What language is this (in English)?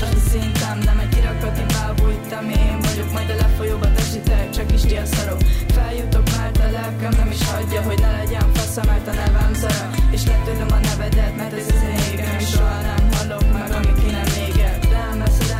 Hungarian